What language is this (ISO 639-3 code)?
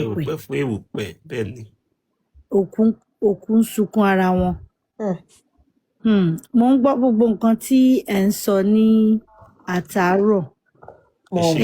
yor